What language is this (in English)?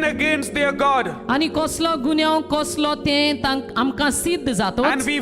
Konkani